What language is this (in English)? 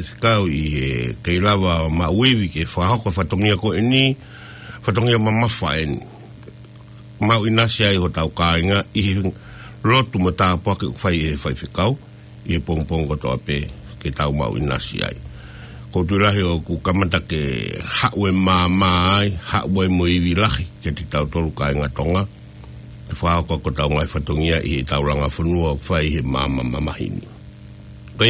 Tongan